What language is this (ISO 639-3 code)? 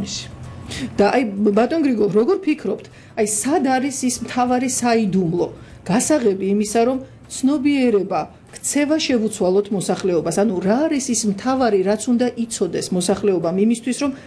kat